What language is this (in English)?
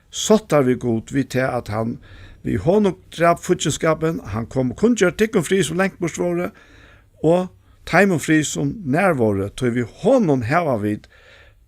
Faroese